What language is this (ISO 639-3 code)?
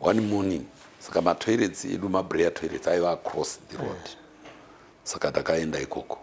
sna